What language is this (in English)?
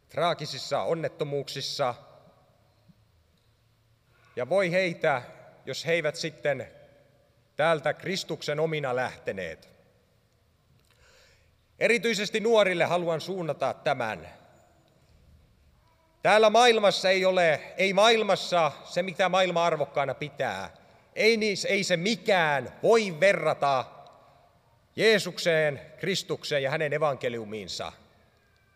Finnish